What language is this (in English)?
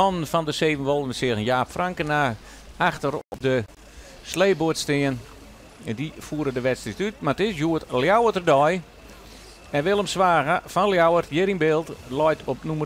Western Frisian